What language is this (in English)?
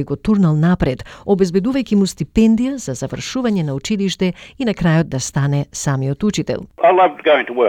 Macedonian